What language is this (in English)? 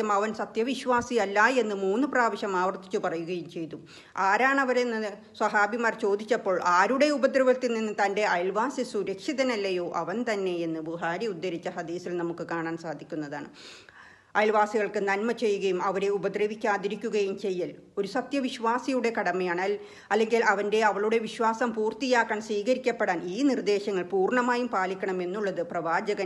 Malayalam